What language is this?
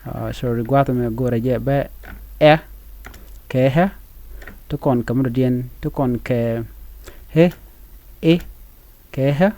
Nuer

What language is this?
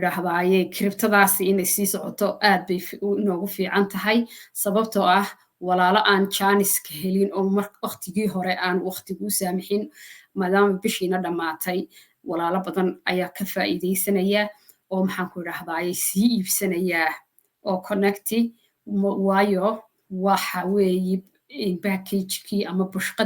Somali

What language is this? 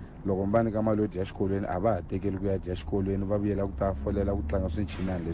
Tsonga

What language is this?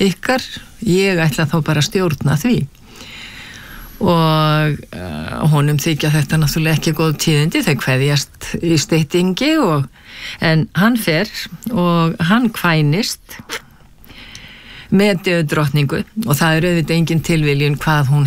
Icelandic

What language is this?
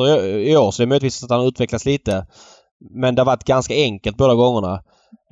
Swedish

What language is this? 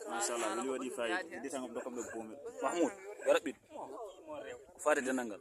Fula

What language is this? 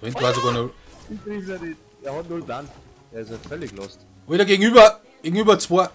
Bavarian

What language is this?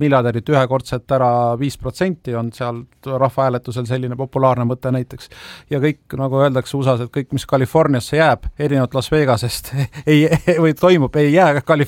Estonian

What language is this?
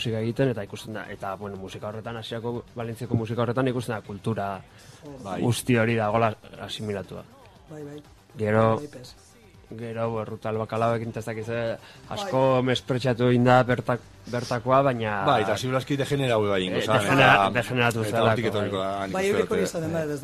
Basque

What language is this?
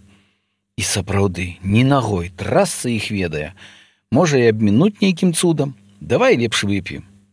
Belarusian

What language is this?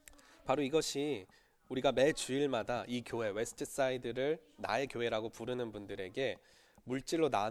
Korean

